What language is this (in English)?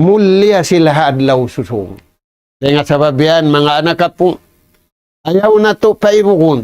Tausug